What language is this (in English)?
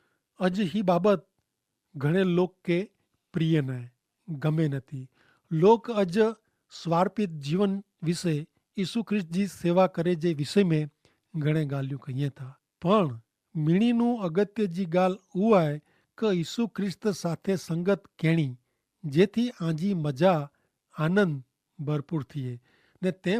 Kachhi